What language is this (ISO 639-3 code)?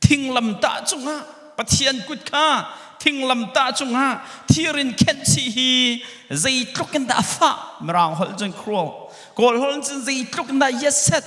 cnh